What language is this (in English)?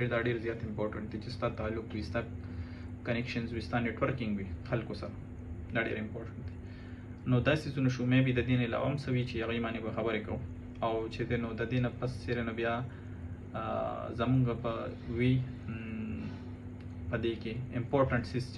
Pashto